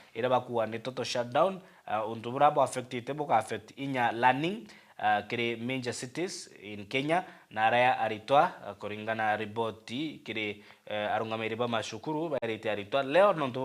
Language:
Meru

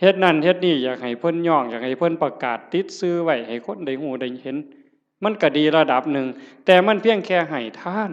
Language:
Northeastern Thai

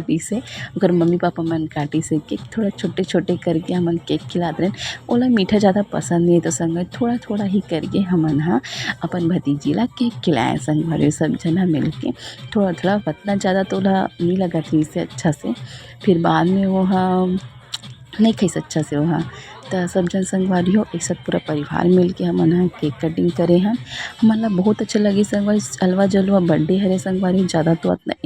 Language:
Chhattisgarhi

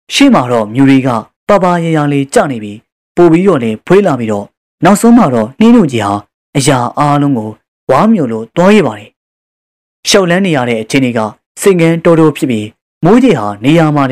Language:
Burmese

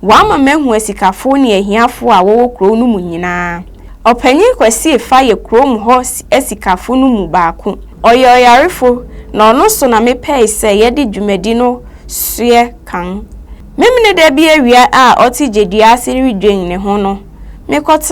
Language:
Akan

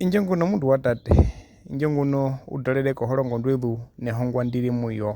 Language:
Herero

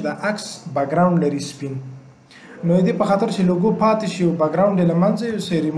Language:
Pashto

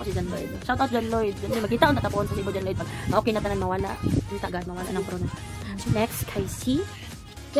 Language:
Cebuano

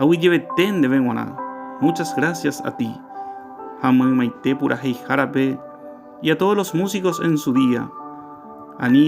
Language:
Guarani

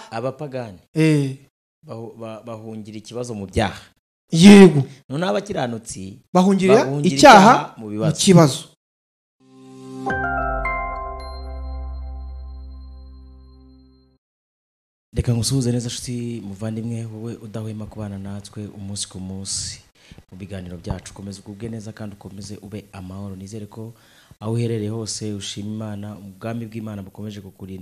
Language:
Kinyarwanda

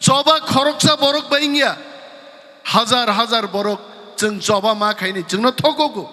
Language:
Kok Borok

